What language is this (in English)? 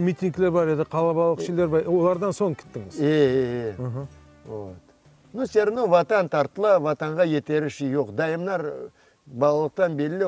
Crimean Tatar